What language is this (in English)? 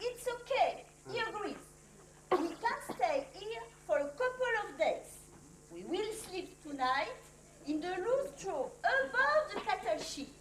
Occitan